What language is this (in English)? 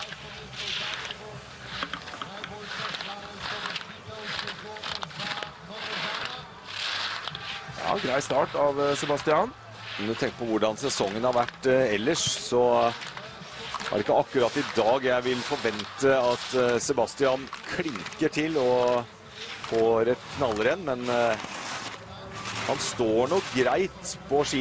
Norwegian